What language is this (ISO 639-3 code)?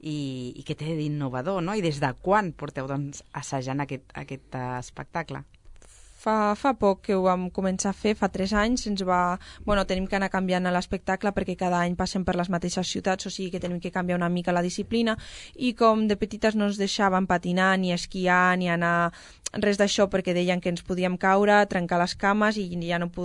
cat